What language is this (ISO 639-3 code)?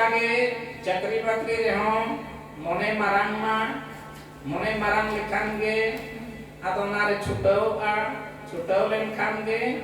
sat